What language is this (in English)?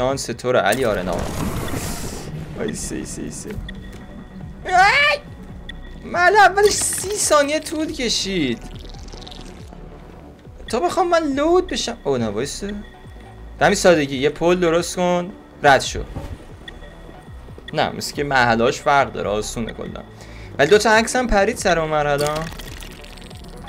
Persian